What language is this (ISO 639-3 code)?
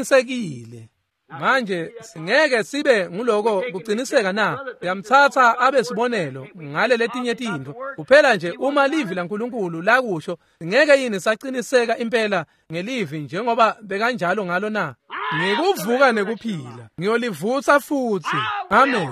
ssw